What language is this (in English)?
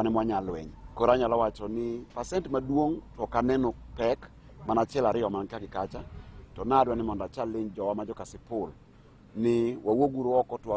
Luo (Kenya and Tanzania)